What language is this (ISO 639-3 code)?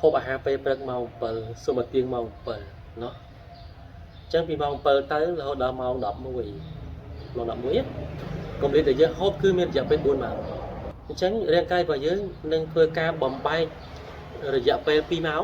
khm